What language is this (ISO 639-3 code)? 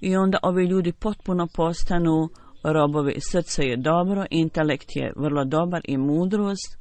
bos